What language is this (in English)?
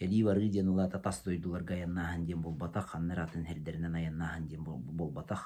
Yakut